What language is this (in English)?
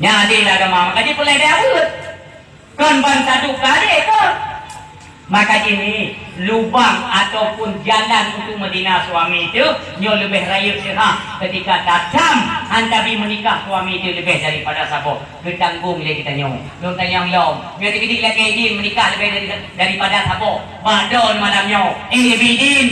Achinese